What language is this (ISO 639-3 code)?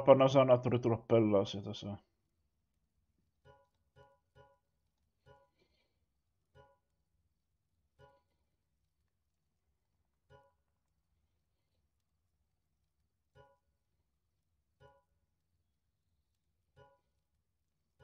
fin